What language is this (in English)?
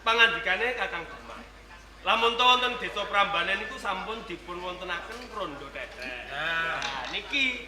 Javanese